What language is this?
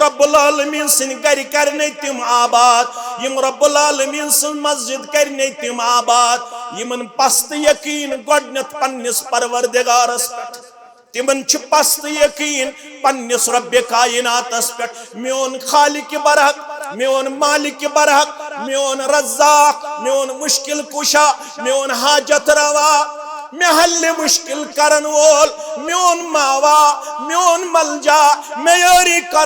Kashmiri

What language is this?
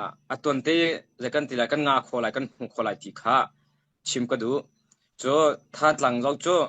Hakha Chin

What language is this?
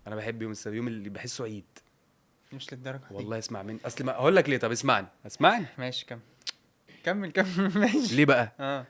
Egyptian Arabic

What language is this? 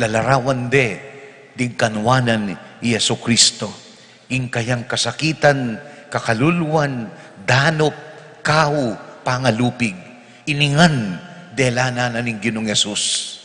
Pampanga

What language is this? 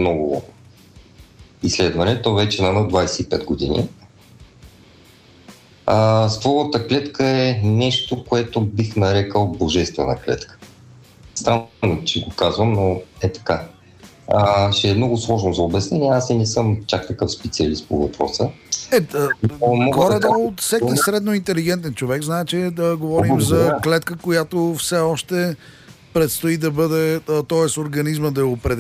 Bulgarian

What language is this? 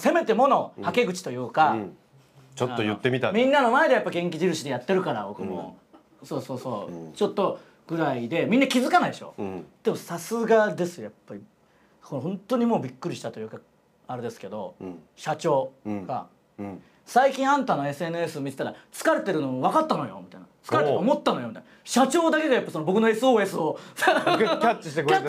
Japanese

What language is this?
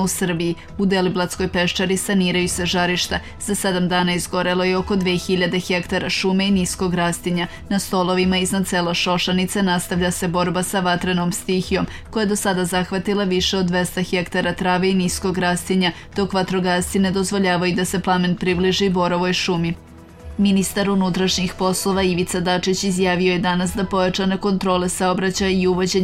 Serbian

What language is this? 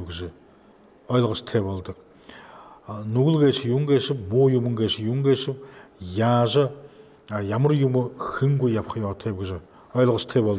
Buriat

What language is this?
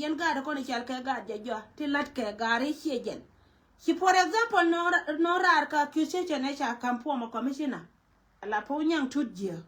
Nuer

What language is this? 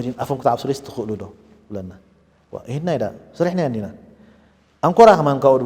Tigrinya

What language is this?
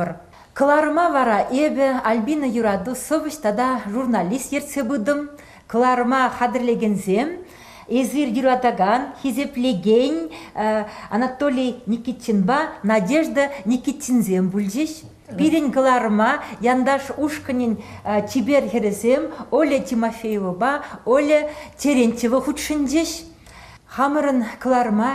Chuvash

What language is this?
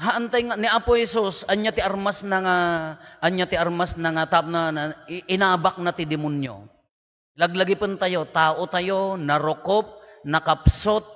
Iloko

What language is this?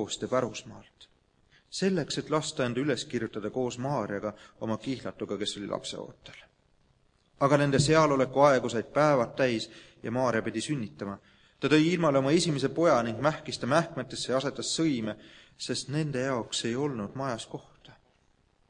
Estonian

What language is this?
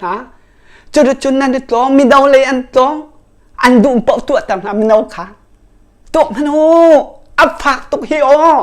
Hakha Chin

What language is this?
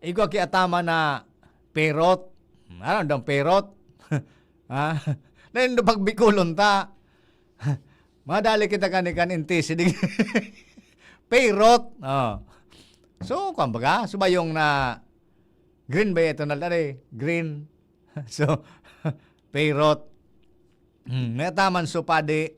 Bikol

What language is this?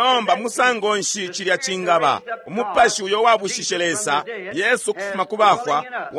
Bemba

